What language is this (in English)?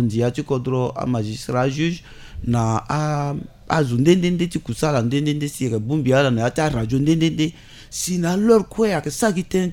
Sango